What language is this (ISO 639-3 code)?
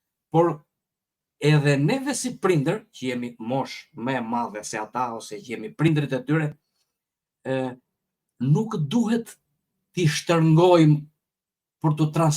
sqi